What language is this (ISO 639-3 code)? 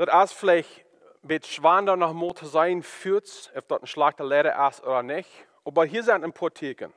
pdt